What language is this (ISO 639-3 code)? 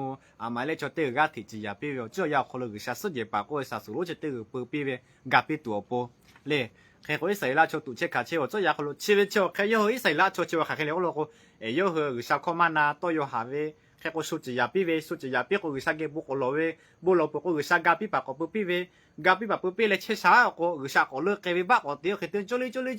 lhu